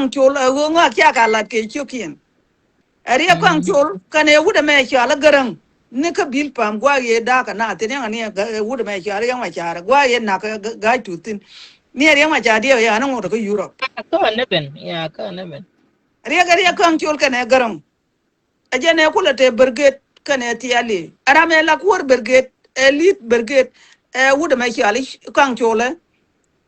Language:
Nuer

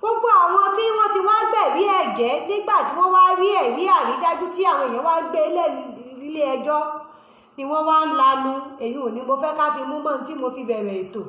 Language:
Yoruba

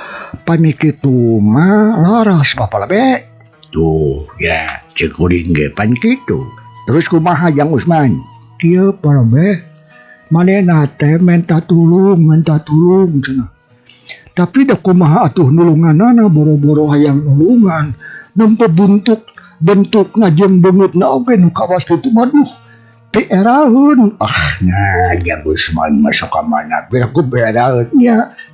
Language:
Sundanese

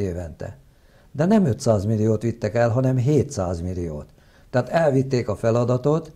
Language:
Hungarian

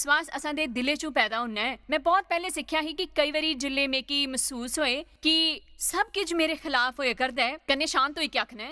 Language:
Dogri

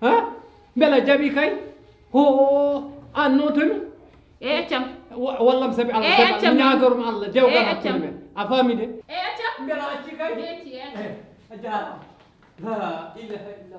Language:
Fula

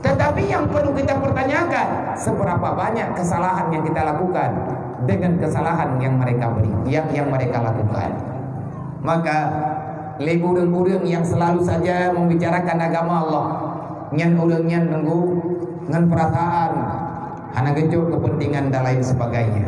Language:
Achinese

